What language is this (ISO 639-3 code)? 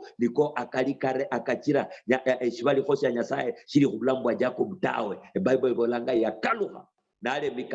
luy